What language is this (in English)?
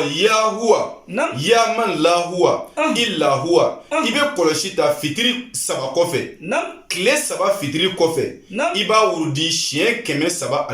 Bambara